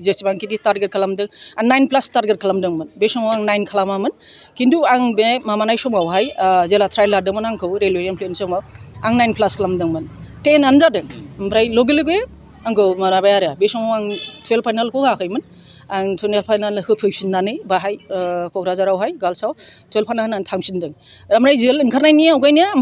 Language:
Bodo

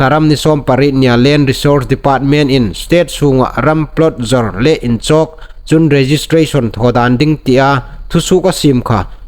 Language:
Hmar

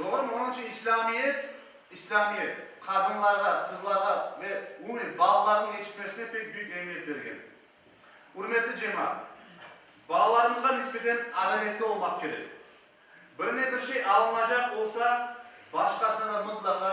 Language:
Crimean Tatar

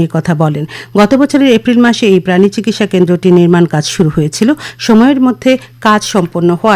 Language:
Bangla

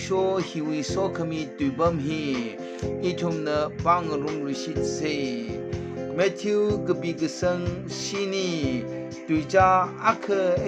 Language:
Tangkhul Naga (India)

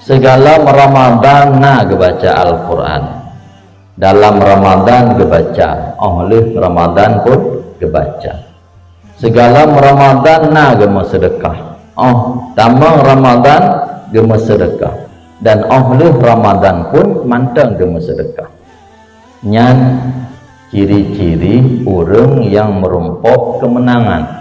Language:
Achinese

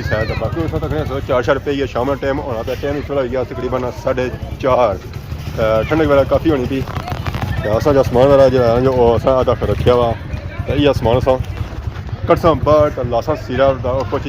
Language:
Pahari-Potwari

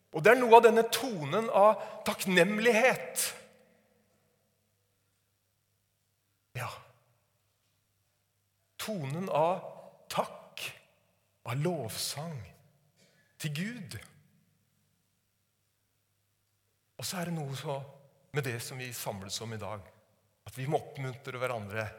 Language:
Norwegian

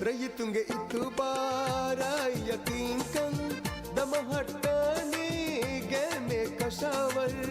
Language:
Divehi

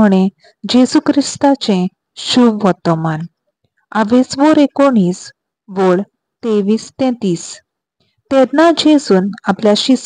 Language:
Konkani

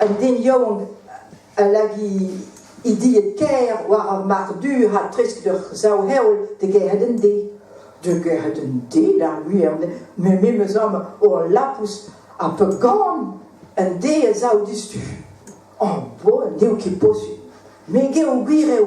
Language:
Breton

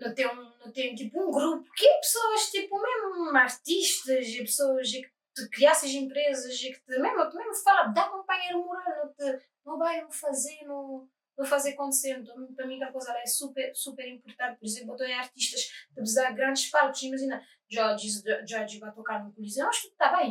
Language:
Kabuverdianu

